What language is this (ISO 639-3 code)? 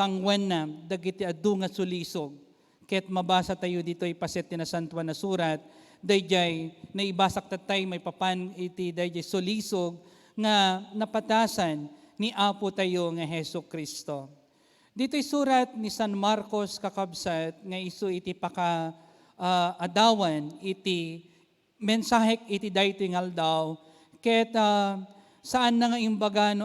ilo